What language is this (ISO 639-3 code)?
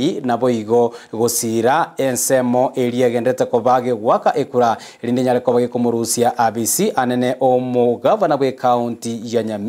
guz